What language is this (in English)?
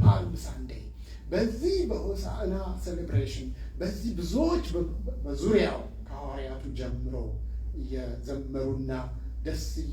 Amharic